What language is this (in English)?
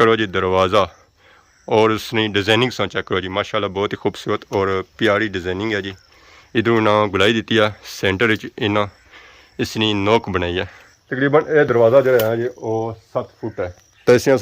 Pahari-Potwari